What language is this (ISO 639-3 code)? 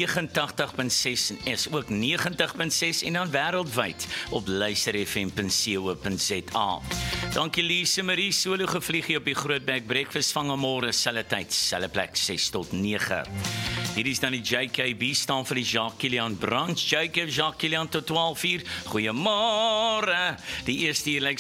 afr